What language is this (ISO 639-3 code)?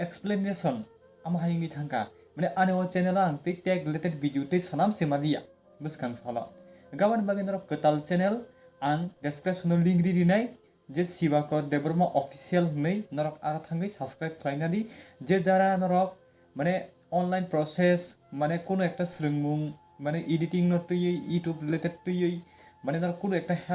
trp